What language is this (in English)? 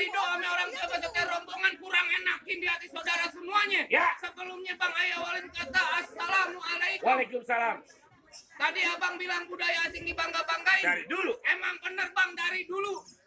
Betawi